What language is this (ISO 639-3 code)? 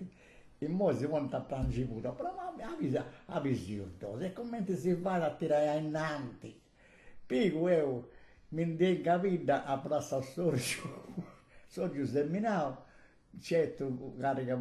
srd